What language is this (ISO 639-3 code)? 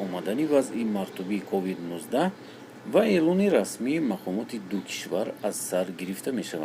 tgk